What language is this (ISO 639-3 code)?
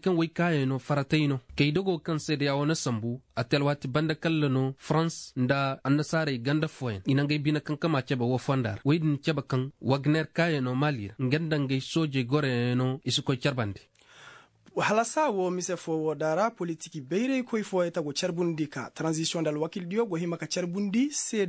ses